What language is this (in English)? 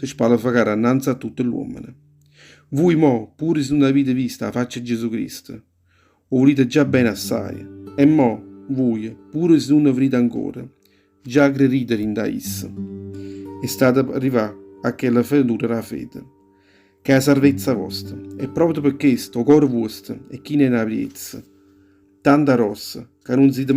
Neapolitan